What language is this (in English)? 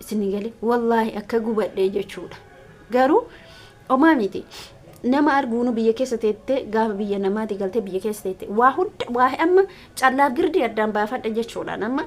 Oromo